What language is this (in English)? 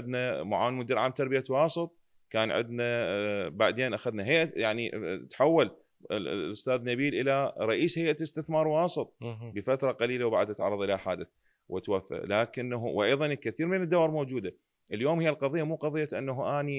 Mesopotamian Arabic